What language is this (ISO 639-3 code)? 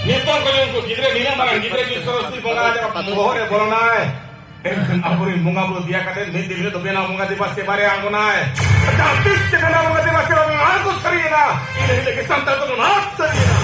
sat